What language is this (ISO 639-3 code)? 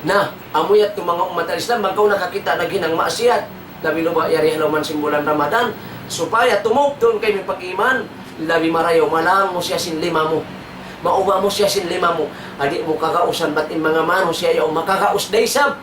tsg